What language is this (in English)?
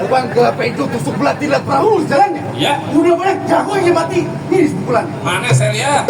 Betawi